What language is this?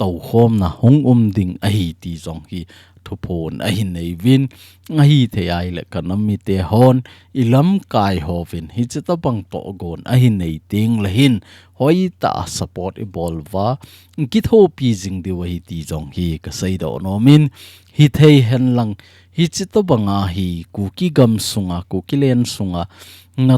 Thado Chin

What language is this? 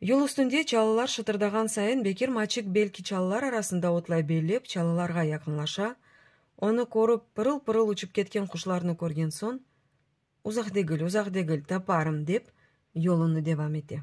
Crimean Tatar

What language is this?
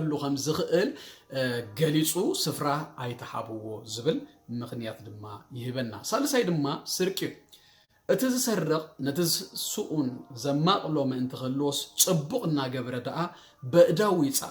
Tigrinya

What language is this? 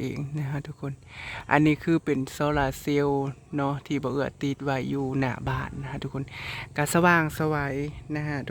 Northeastern Thai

